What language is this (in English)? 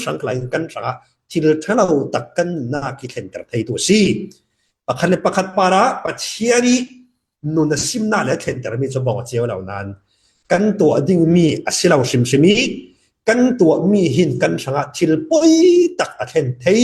Falam Chin